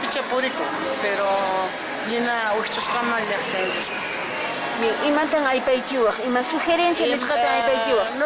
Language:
Quechua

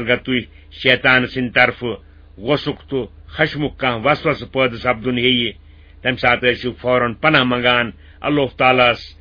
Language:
Kashmiri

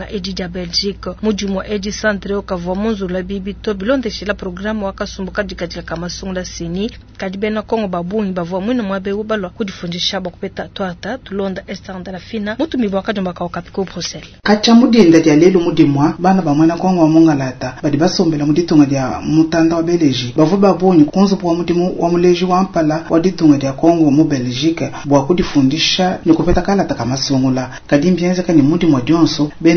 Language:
Luba-Lulua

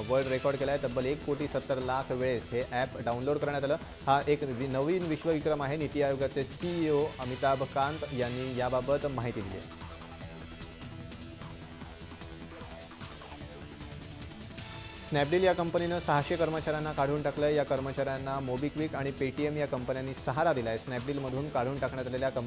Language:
Marathi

